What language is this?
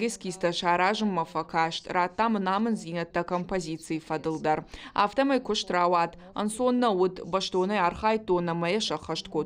Ossetic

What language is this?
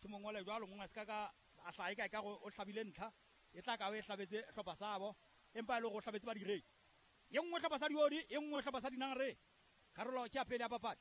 Southern Sotho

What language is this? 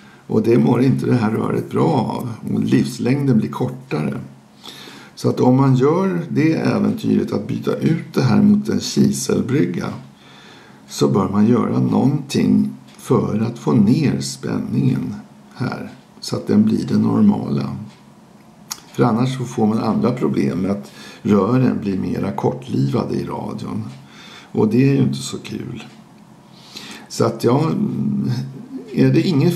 Swedish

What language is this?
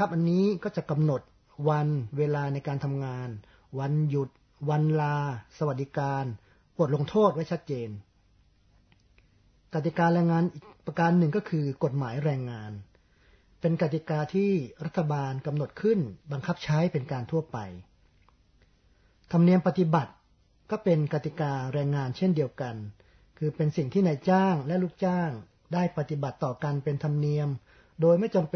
Thai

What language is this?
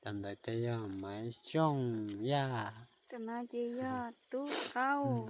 Hmong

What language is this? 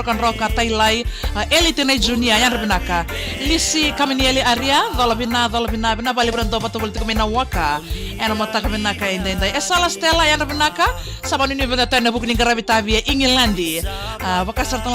Fijian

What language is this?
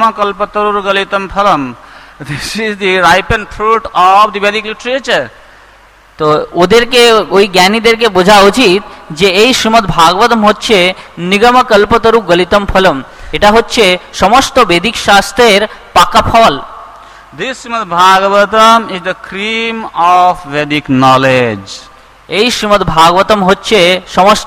Bangla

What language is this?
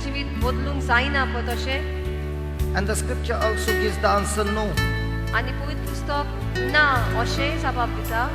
Konkani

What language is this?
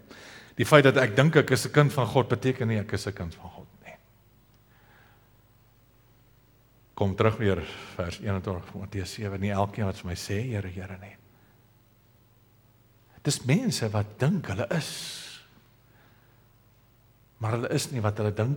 Afrikaans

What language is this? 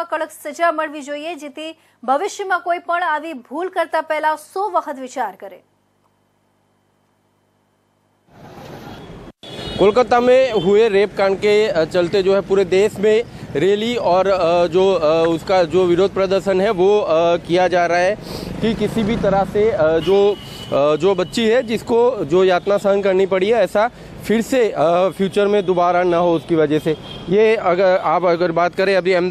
Gujarati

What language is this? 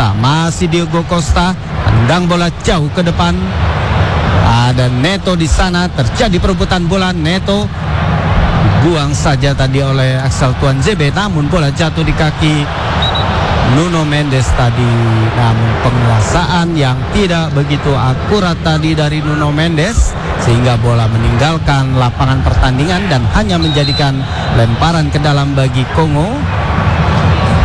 Indonesian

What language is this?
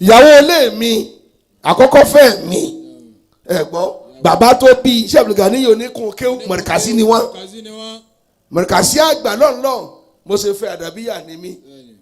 Yoruba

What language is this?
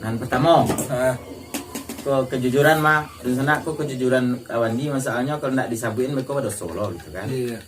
Minangkabau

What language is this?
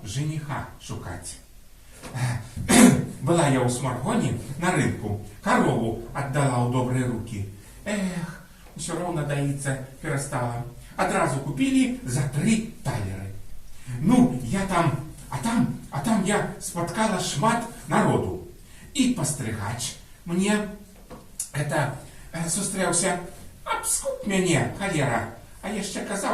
Belarusian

